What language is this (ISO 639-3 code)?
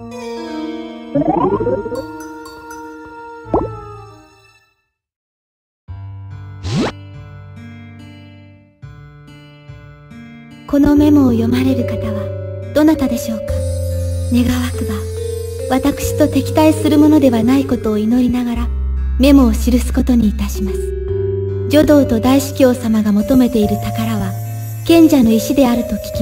jpn